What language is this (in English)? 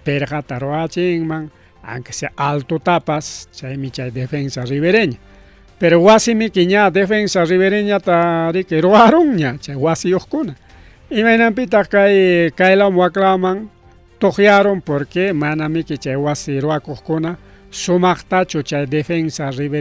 Ayacucho Quechua